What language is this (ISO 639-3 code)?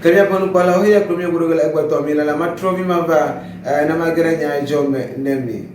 ewe